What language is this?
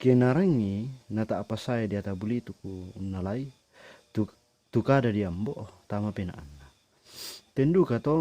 Toraja-Sa'dan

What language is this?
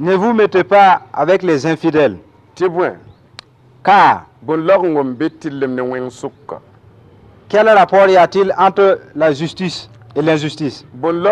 Mossi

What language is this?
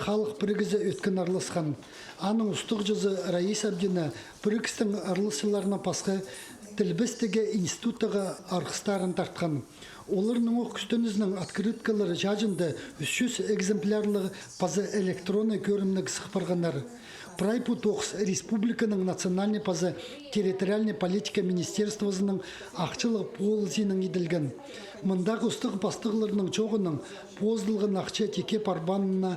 Khakas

